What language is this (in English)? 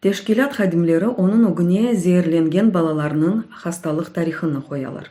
Crimean Tatar